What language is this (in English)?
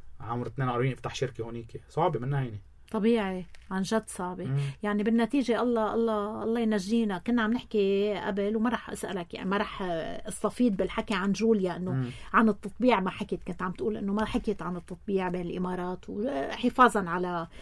North Levantine Arabic